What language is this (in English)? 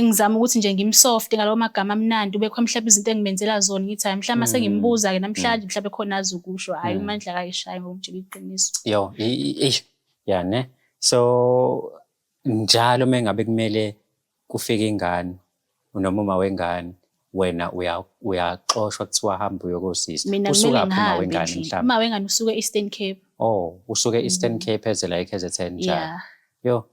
Zulu